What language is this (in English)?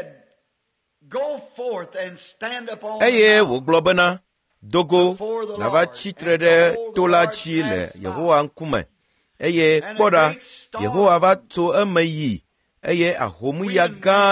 Ewe